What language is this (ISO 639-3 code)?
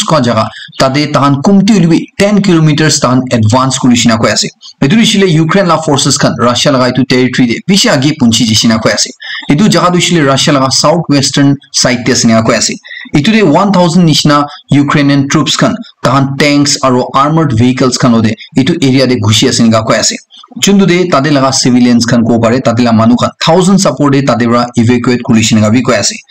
nag